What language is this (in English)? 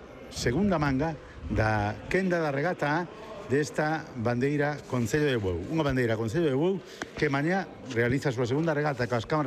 Galician